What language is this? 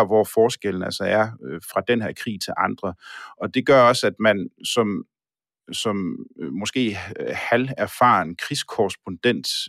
Danish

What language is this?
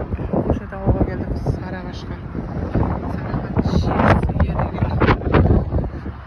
Kazakh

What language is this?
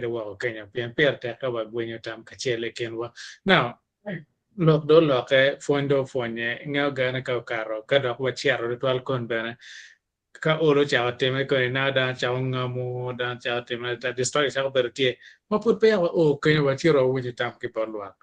Acoli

